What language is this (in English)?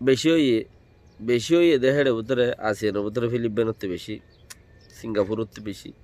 Rohingya